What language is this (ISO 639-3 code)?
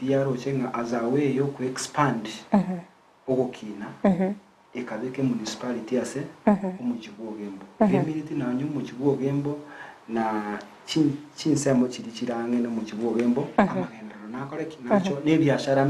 guz